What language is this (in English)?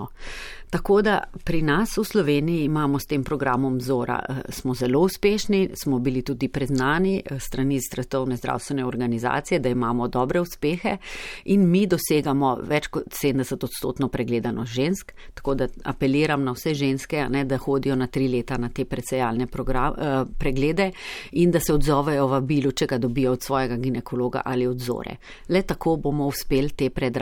Slovenian